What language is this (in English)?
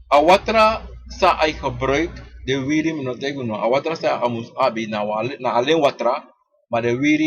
Sranan Tongo